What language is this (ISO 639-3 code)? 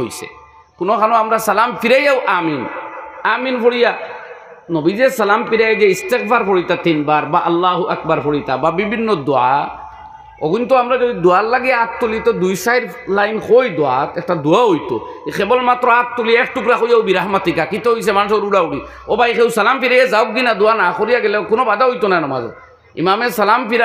syl